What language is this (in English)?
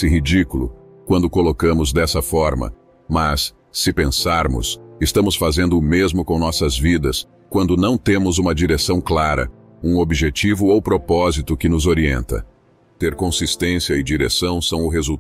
Portuguese